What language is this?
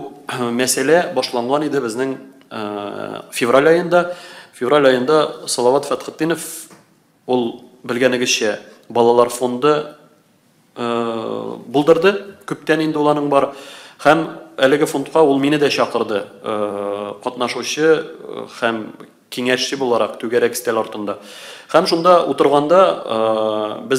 Tatar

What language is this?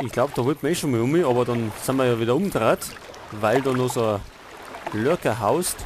Bavarian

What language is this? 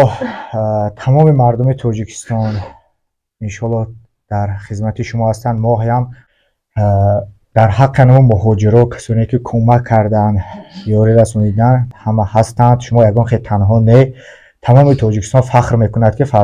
Tajik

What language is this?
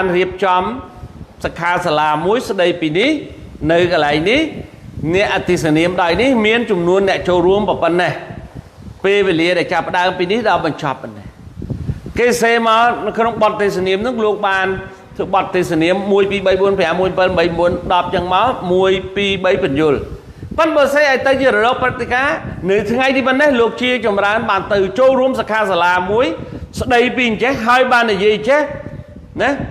Khmer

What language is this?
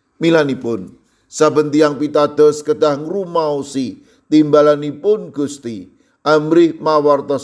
Javanese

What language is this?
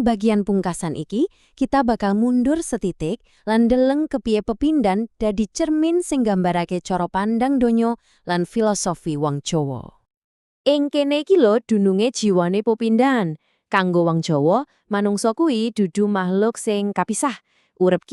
Javanese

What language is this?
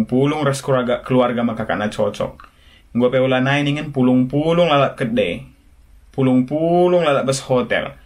Batak Karo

